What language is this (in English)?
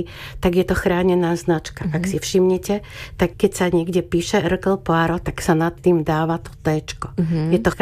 Slovak